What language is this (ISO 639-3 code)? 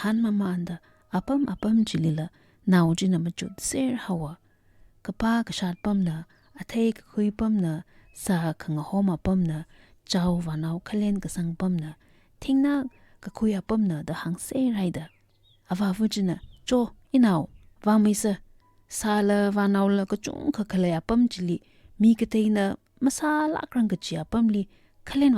nmf